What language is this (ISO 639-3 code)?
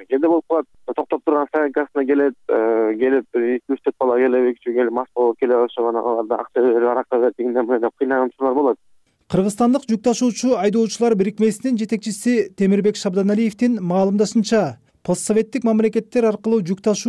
kir